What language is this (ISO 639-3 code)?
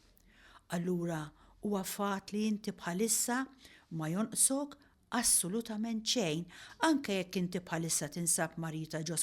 mlt